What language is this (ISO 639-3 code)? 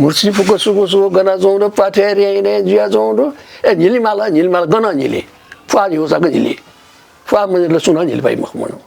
new